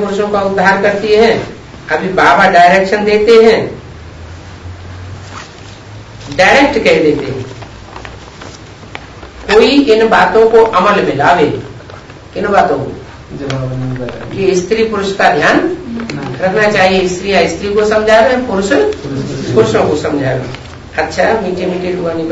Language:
Hindi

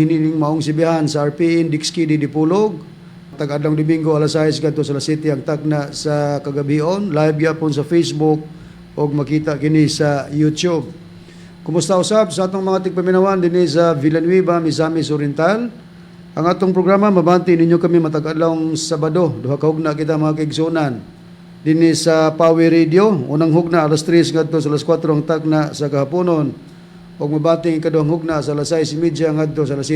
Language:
Cebuano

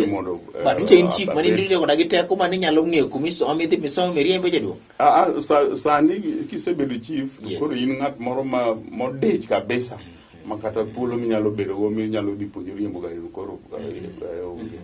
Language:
Luo (Kenya and Tanzania)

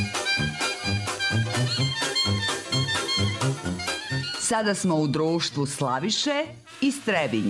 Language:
Serbian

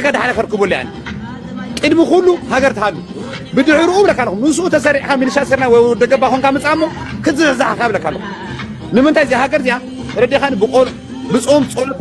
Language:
Tigrinya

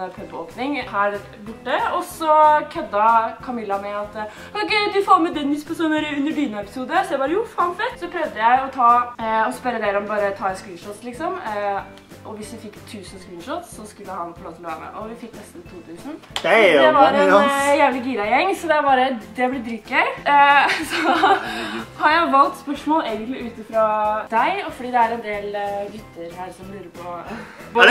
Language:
Norwegian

